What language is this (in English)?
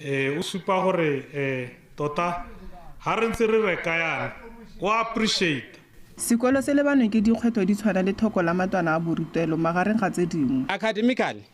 Tswana